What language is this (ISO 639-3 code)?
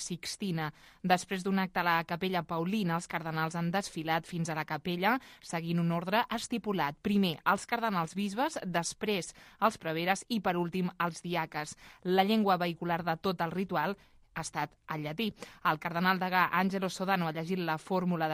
cat